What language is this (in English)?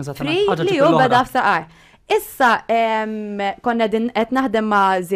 Maltese